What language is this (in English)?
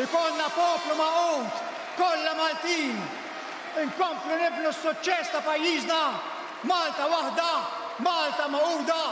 Maltese